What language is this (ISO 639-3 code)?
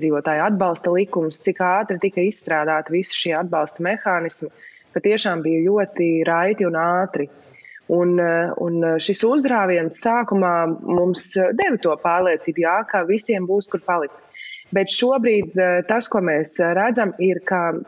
lav